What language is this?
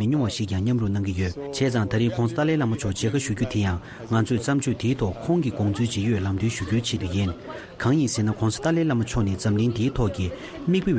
Tibetan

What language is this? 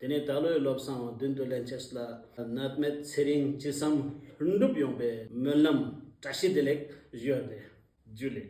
Tibetan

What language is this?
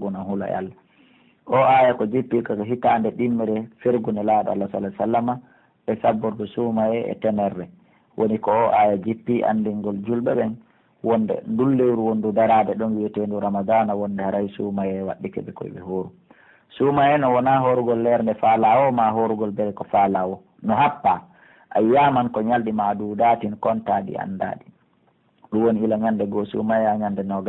Pular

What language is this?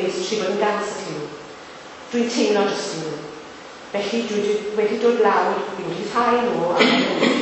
Welsh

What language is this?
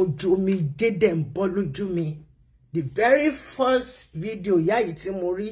Yoruba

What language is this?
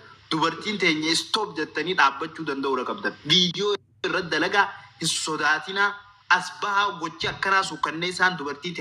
Oromo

